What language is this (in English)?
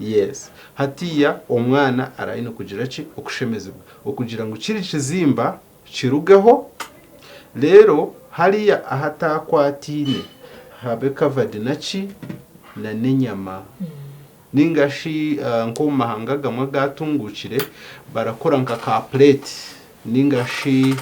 Nyankole